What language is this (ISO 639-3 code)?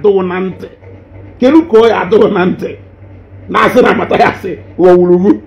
ibo